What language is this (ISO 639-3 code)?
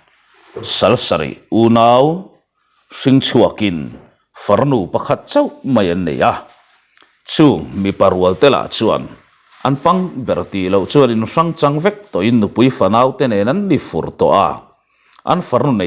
lus